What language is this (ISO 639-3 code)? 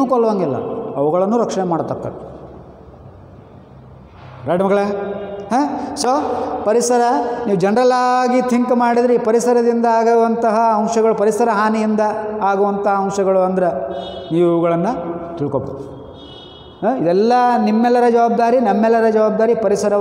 kan